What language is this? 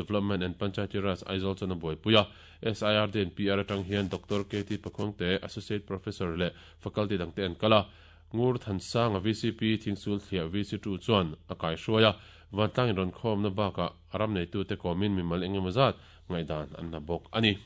Mizo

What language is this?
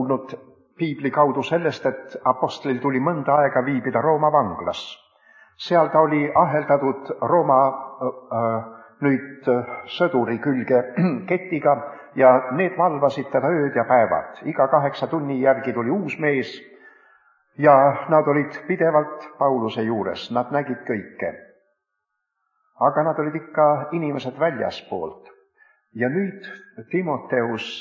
Estonian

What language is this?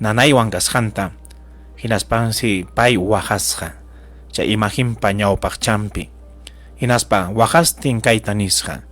Ayacucho Quechua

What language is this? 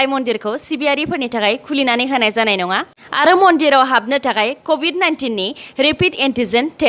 Bodo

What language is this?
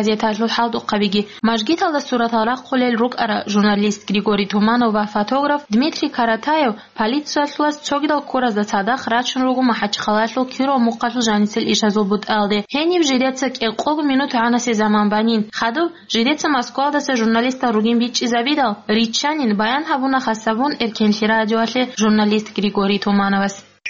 Avaric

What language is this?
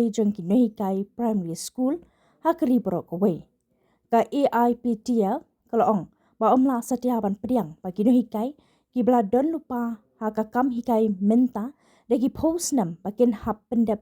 Khasi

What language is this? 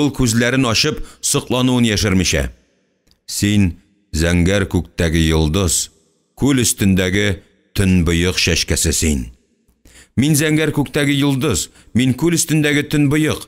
Tatar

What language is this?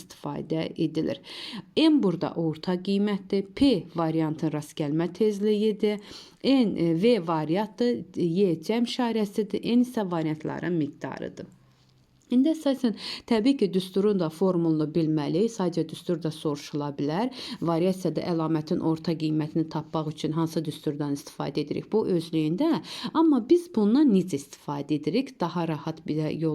Azerbaijani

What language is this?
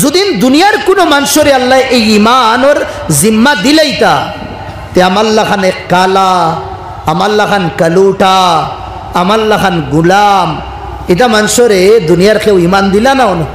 Sylheti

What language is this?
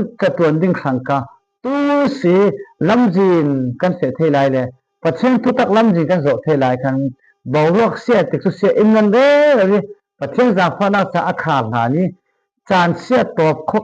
Falam Chin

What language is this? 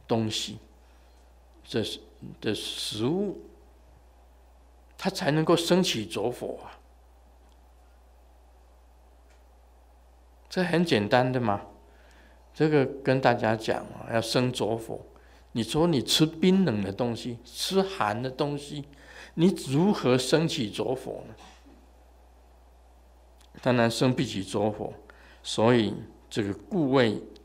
Chinese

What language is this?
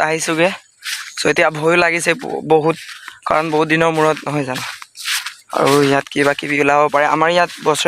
Assamese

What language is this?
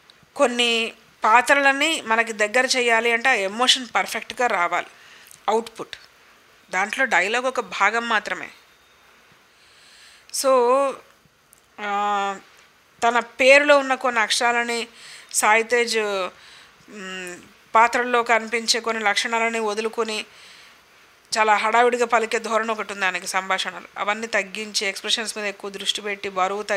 Telugu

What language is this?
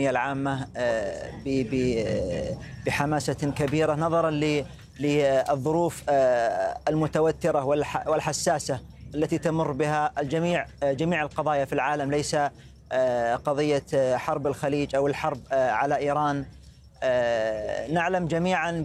Arabic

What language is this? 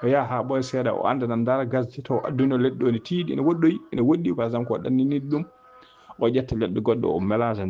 Fula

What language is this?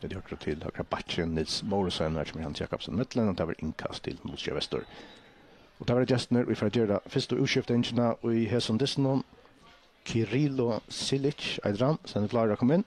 Faroese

